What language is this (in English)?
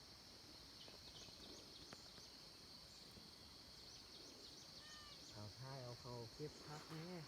Lao